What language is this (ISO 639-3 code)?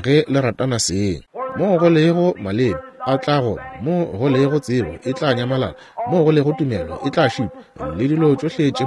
nso